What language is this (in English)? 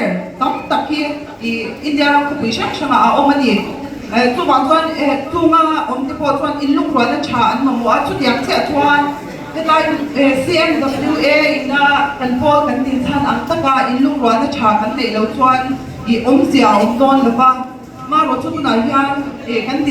Mizo